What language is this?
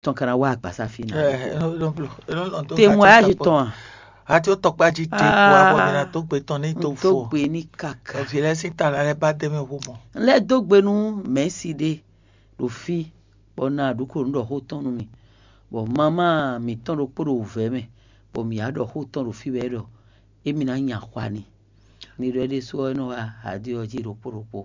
Fon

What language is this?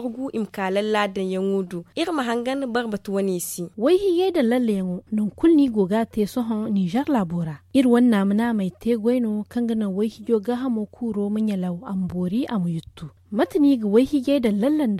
Zarma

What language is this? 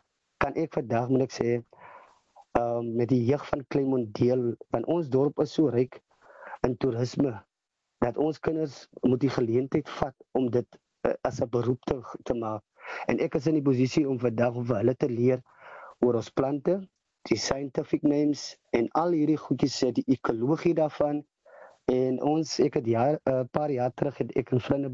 Afrikaans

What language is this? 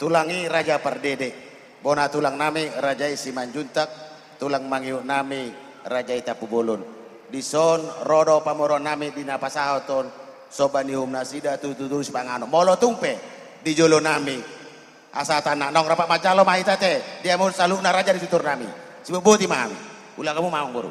Batak Toba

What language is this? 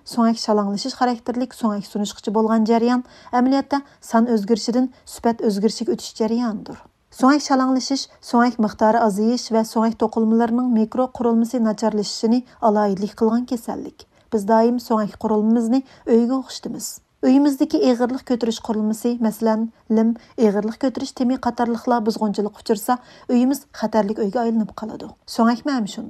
Uyghur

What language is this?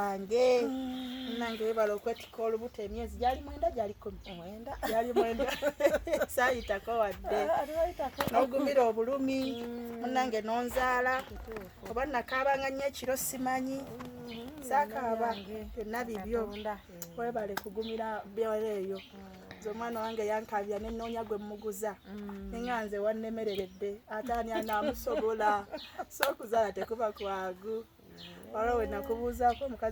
Ganda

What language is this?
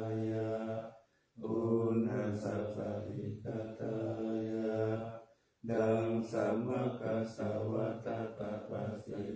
Pali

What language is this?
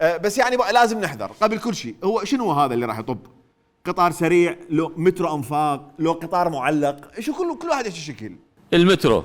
Mesopotamian Arabic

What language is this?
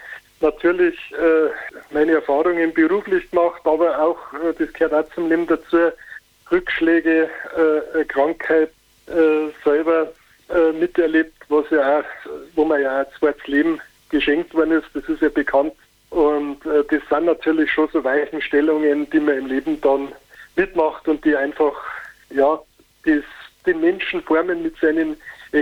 German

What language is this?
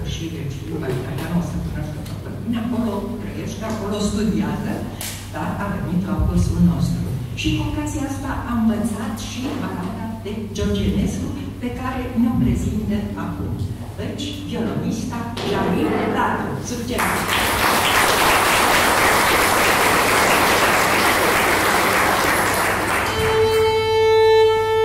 Romanian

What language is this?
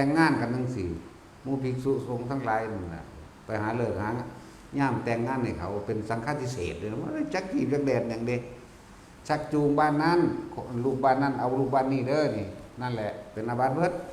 Northeastern Thai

